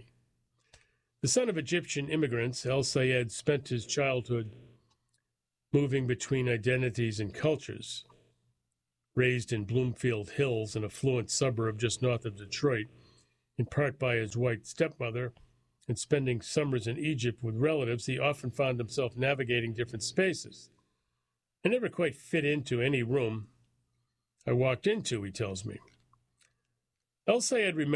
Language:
English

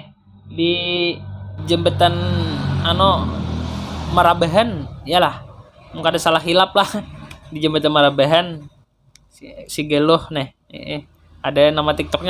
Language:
Banjar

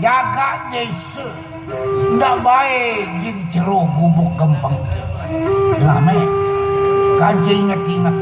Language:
Sasak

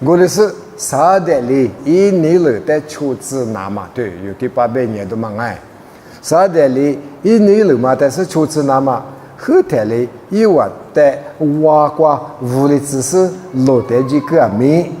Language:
Lisu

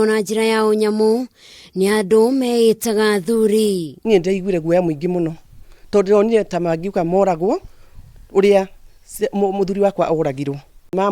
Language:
Kikuyu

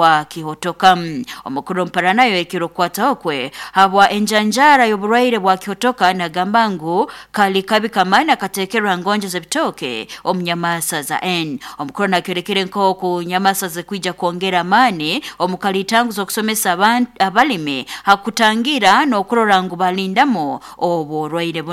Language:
Nyoro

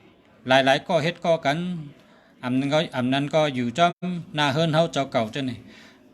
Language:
Shan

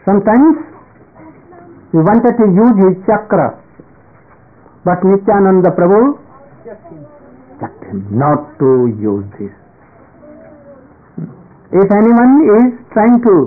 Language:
English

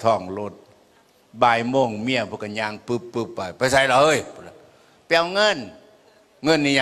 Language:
Northeastern Thai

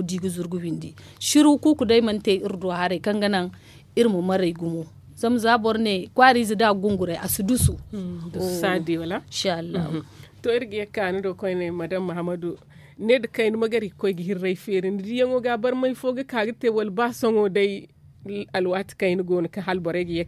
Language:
Zarma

